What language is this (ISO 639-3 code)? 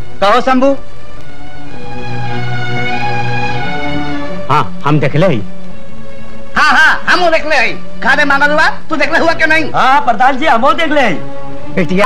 bho